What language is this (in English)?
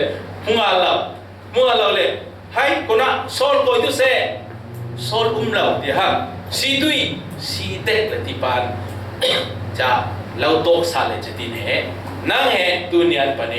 Falam Chin